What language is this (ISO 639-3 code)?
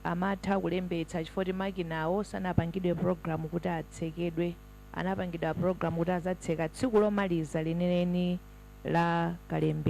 nya